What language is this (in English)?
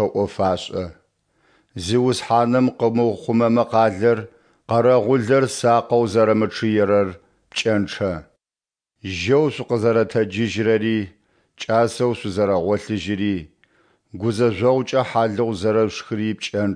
Adyghe